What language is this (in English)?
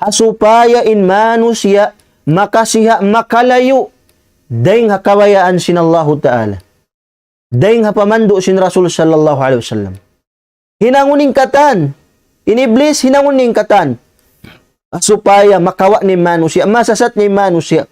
Tausug